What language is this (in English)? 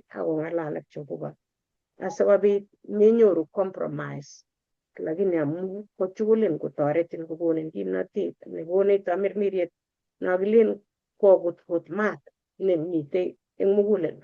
Kalenjin